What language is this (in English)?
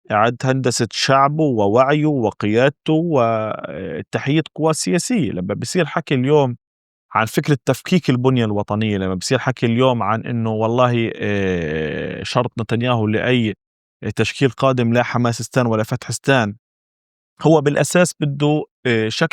North Levantine Arabic